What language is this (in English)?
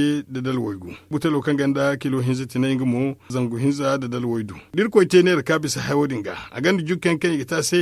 Zarma